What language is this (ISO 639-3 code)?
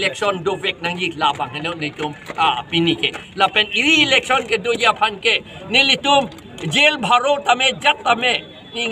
mjw